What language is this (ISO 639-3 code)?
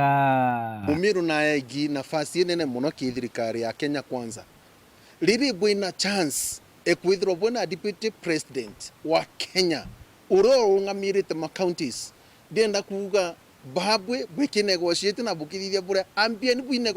mer